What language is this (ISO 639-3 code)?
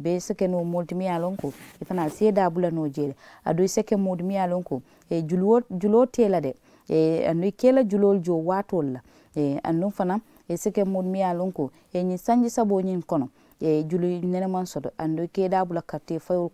man